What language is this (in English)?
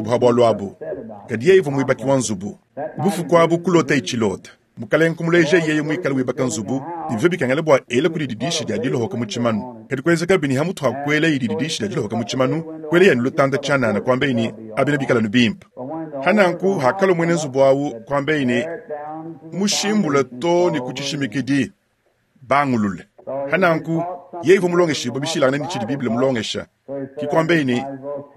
Luba-Lulua